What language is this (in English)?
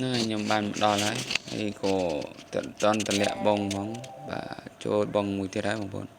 Khmer